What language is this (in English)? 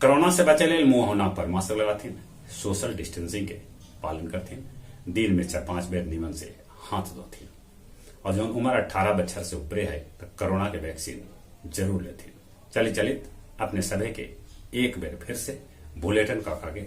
Magahi